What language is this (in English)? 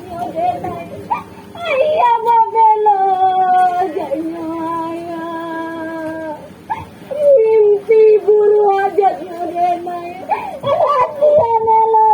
Minangkabau